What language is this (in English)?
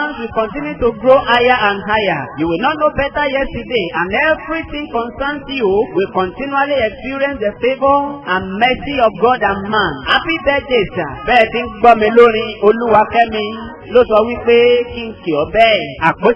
Yoruba